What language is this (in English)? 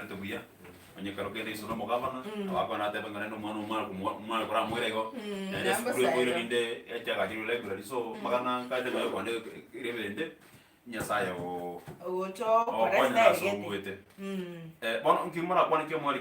Gusii